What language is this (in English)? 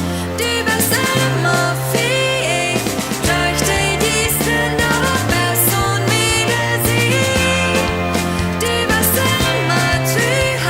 Plautdietsch